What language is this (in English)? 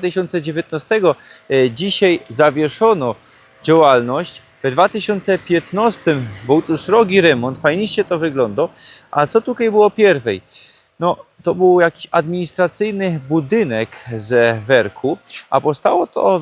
Silesian